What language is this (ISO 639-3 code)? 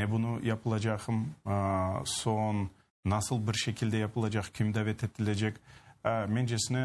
crh